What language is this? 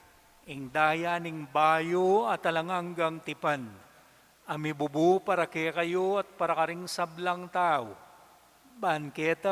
Pampanga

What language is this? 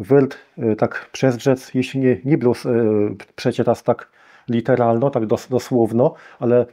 Kashubian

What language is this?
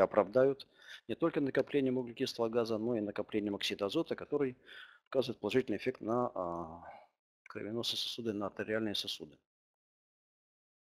Russian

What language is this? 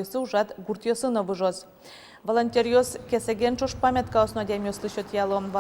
Udmurt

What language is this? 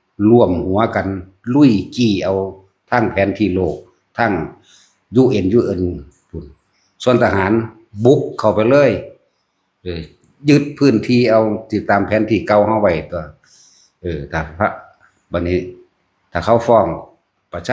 Northeastern Thai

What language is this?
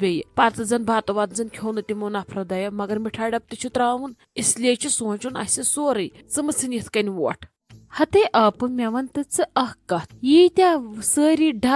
Kashmiri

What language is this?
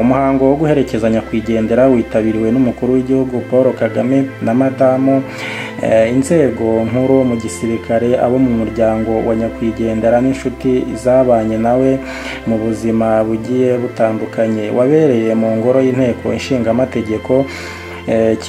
Kinyarwanda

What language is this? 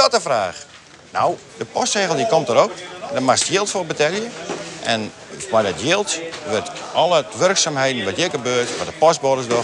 Western Frisian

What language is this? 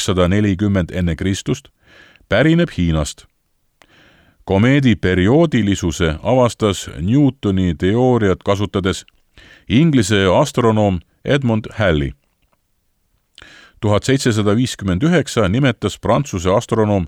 Estonian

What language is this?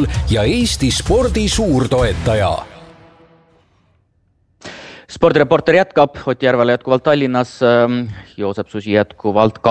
Estonian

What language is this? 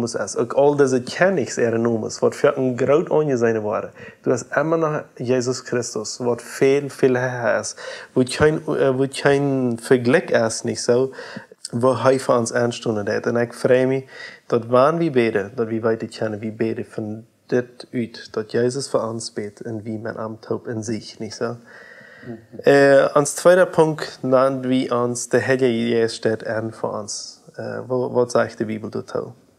Plautdietsch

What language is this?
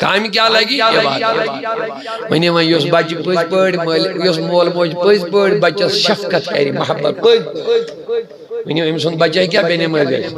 Kashmiri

